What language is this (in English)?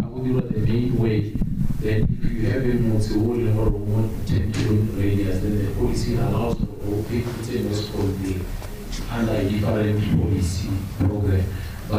Tswana